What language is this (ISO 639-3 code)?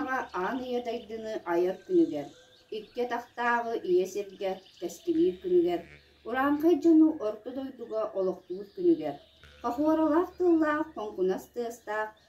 sah